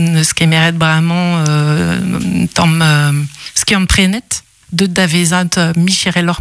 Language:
Breton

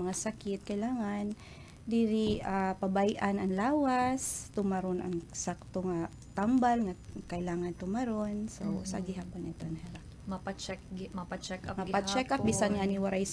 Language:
Waray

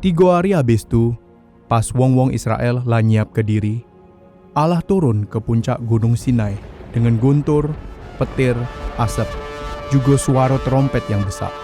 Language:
Musi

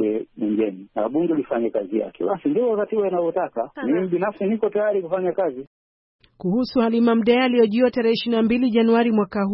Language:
Swahili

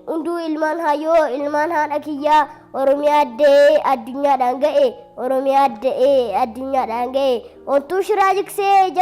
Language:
Oromo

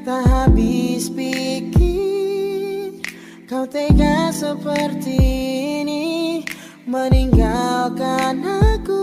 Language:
Makassar Malay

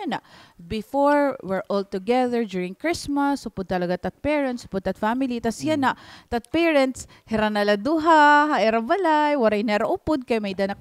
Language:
Waray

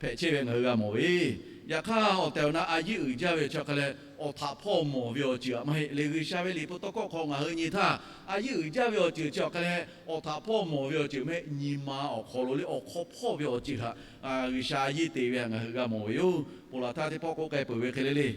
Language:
Lahu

